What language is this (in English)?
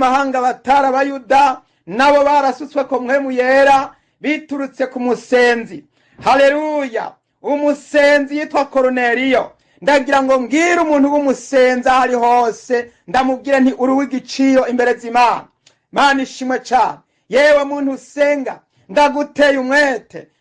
Rundi